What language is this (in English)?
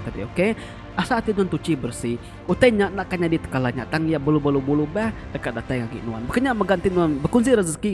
Iban